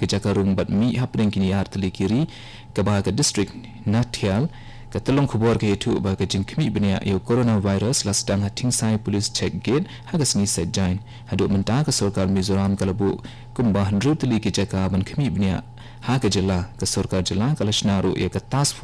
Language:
Khasi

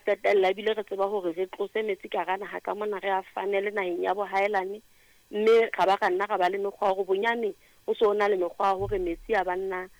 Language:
Southern Sotho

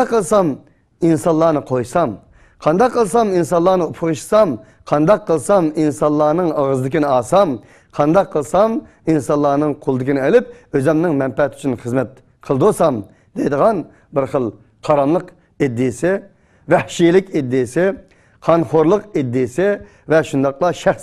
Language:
Uyghur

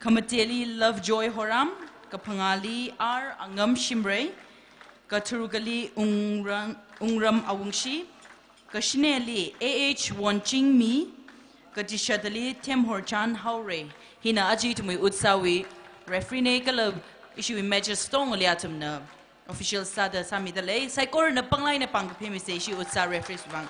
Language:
Tangkhul Naga (India)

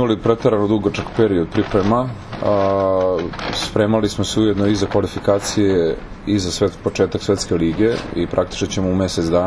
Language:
Serbian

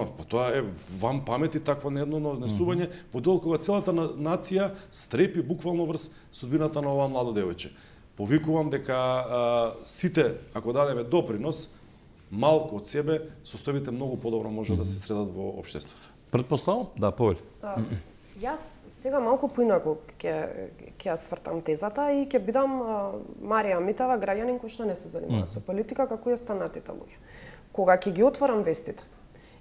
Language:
Macedonian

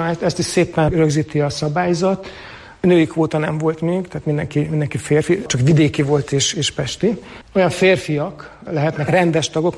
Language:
Hungarian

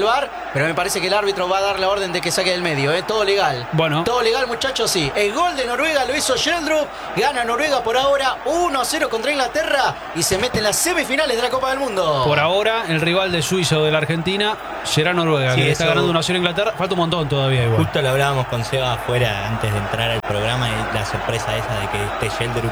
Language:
Spanish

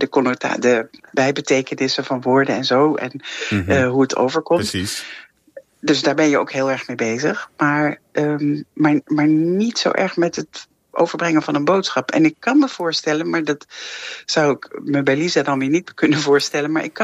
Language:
Dutch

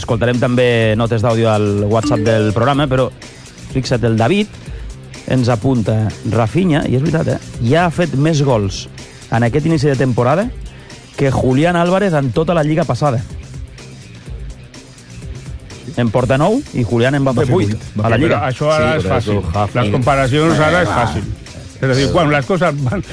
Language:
Catalan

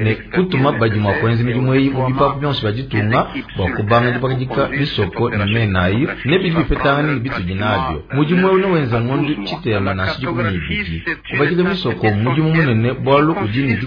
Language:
Luba-Lulua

